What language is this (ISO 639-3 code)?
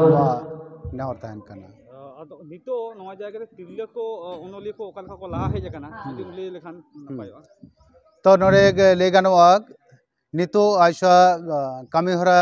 sat